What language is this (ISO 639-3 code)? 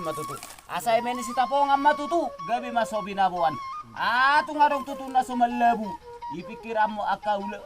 bbc